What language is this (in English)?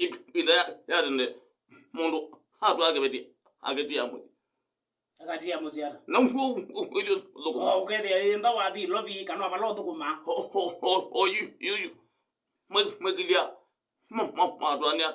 Kamba